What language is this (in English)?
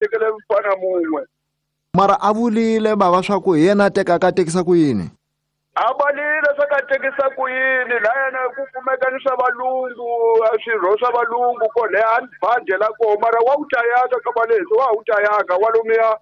Tsonga